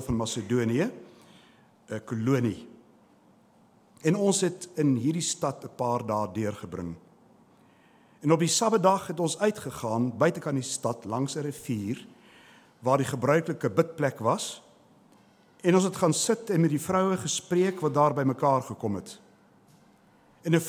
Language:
Afrikaans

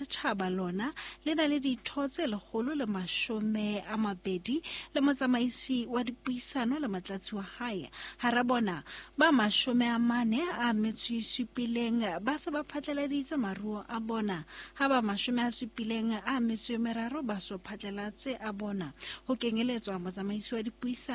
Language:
Southern Sotho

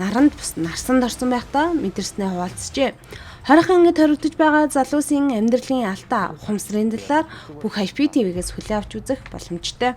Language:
Mongolian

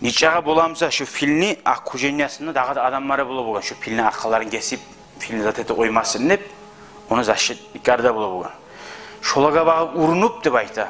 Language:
Kumyk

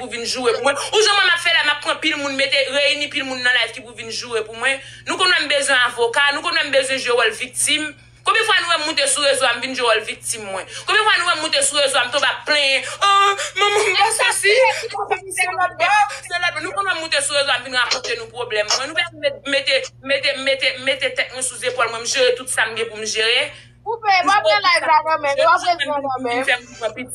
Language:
Haitian Creole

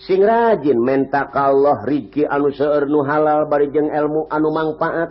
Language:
Sundanese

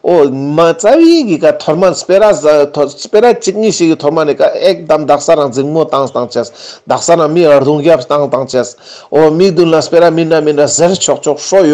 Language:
Ladakhi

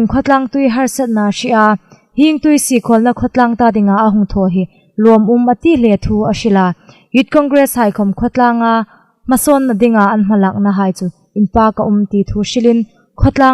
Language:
Hmar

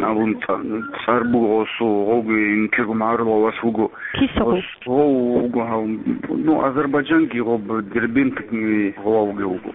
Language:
Avaric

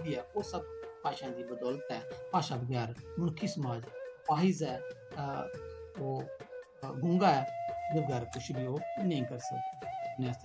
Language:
Dogri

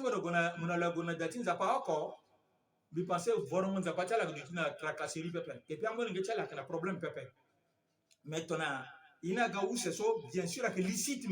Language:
Sango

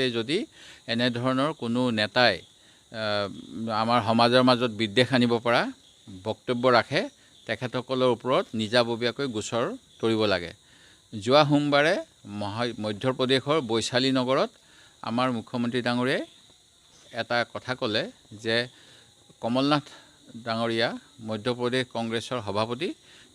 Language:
Assamese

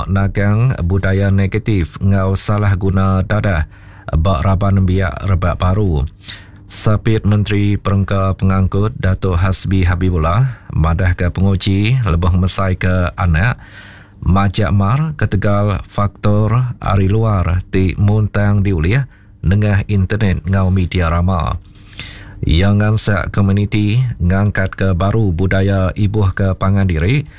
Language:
Iban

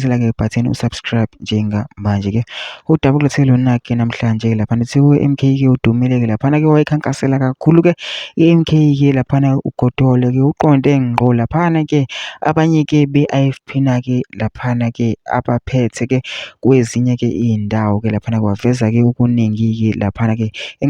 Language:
Zulu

